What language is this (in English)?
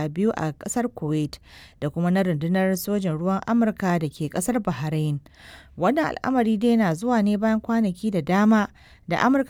Hausa